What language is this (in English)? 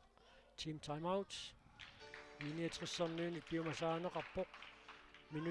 Kalaallisut